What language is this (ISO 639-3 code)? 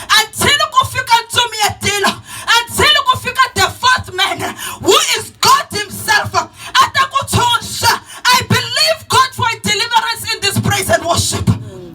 tso